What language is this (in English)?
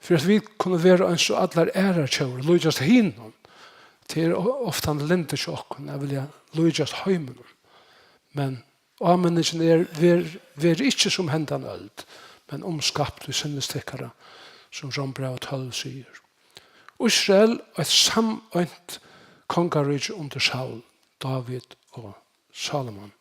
Faroese